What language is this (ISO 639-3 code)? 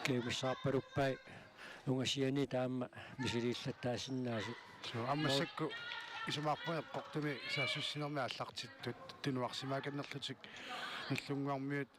kal